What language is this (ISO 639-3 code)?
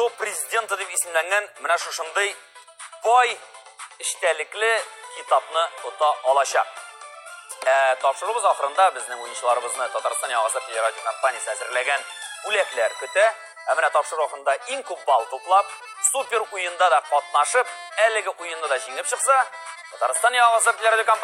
tat